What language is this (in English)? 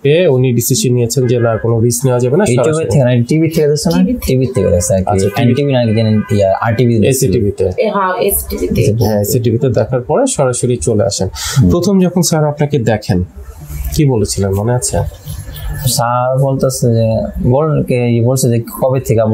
Bangla